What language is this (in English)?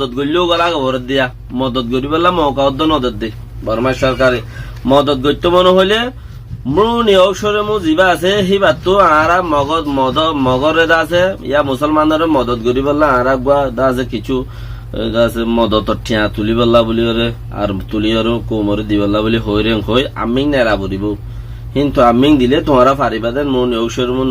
Rohingya